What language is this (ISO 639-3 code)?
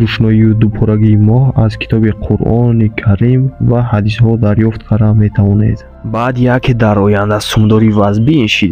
tgk